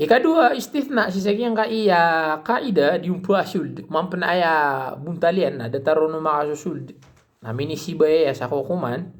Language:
Maranao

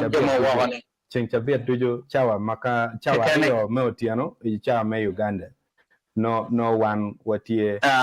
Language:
Acoli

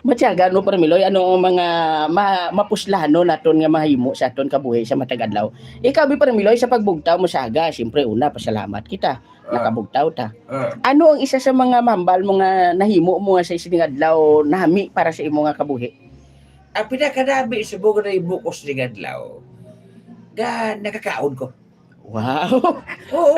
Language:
Hiligaynon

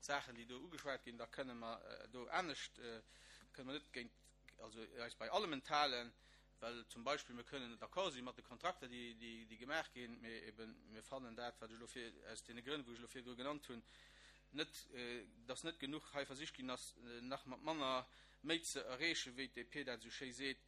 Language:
Luxembourgish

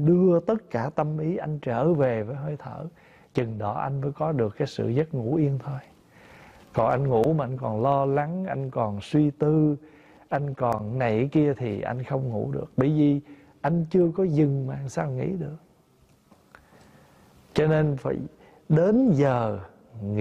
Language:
Vietnamese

